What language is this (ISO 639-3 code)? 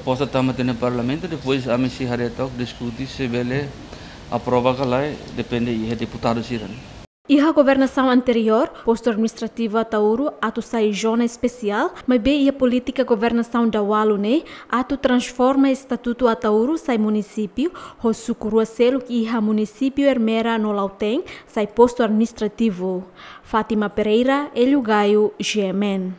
tet